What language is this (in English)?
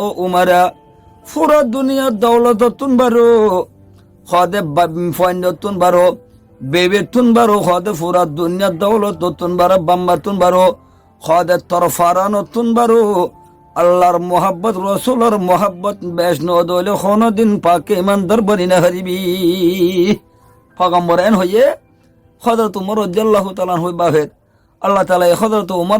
Rohingya